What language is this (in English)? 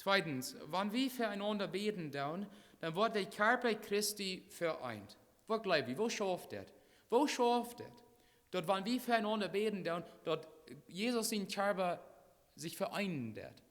Plautdietsch